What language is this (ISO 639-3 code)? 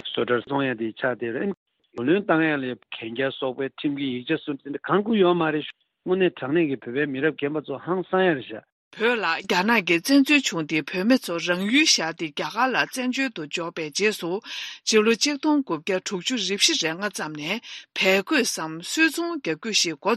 bod